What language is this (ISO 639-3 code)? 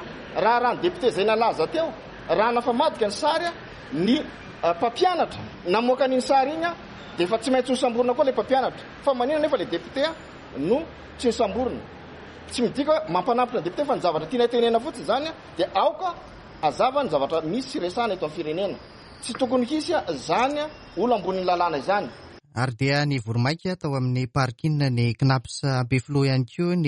mlg